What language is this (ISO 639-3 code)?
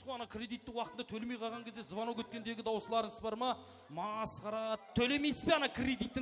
kaa